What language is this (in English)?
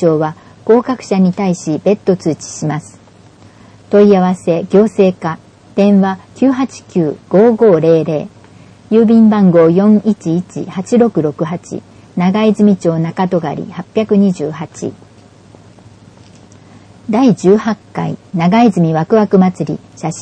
Japanese